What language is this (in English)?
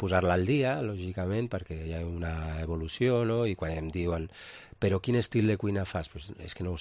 Catalan